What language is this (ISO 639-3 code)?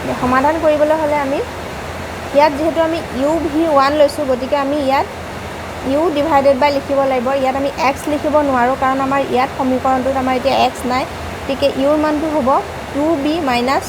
asm